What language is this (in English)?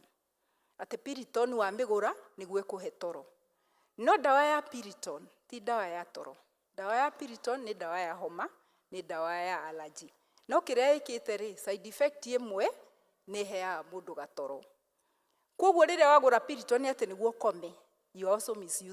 Kikuyu